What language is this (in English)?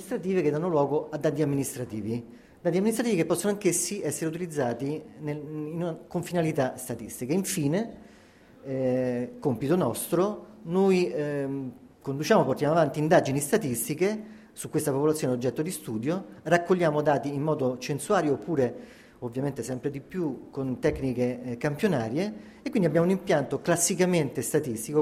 Italian